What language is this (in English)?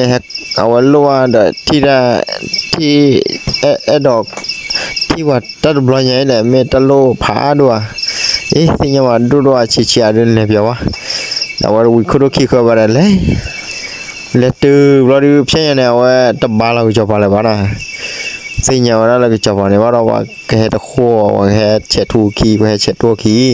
S'gaw Karen